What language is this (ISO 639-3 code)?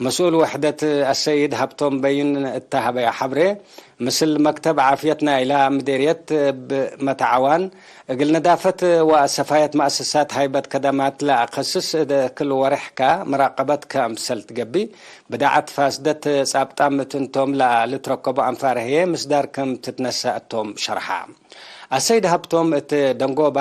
tig